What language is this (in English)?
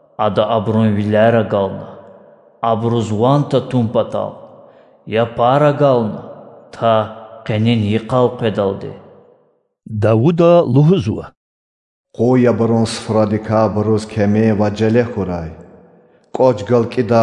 Lezghian